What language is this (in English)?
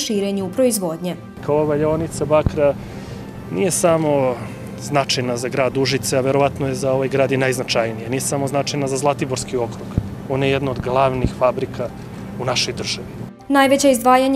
Serbian